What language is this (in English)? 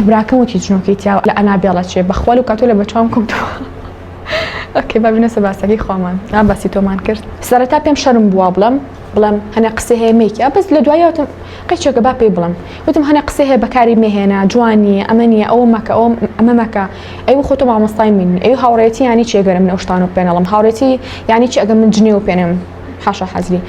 Central Kurdish